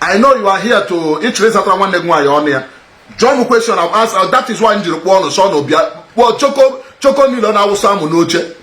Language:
Igbo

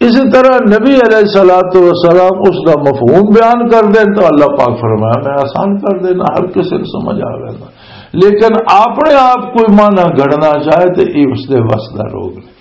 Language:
Western Panjabi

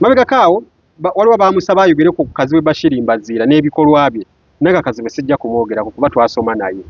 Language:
Ganda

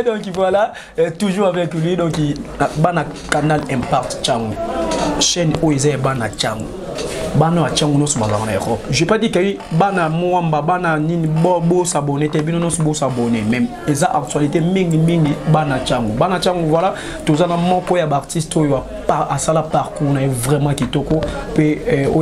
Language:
Lingala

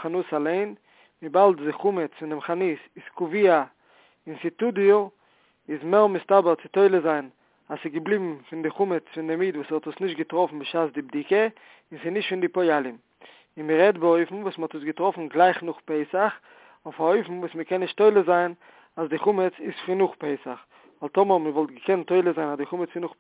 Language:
Yiddish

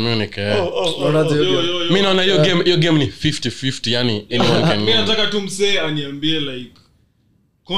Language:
Swahili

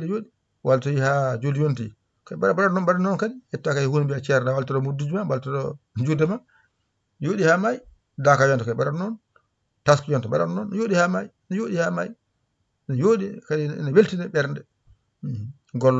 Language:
Fula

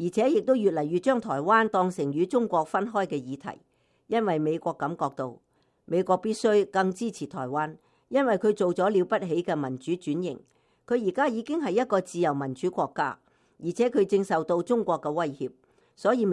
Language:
Cantonese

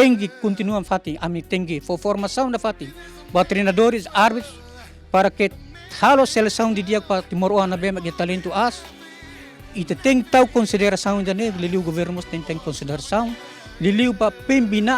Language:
Tetum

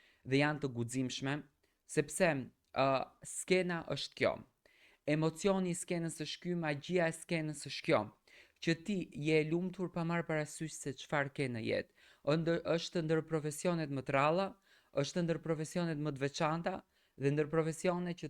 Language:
Albanian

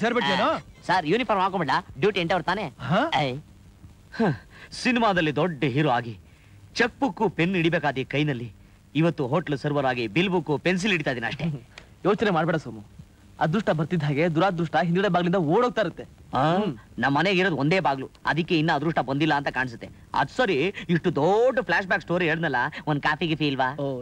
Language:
Kannada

